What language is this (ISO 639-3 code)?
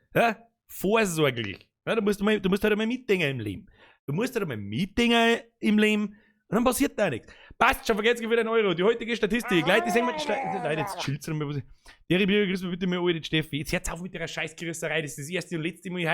bar